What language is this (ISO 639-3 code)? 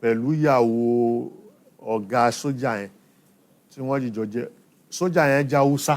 yor